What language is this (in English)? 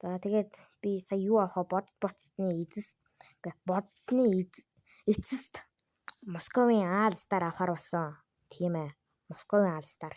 Mongolian